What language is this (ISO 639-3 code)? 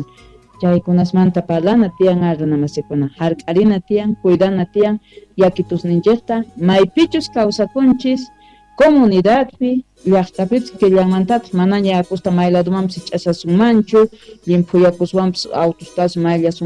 que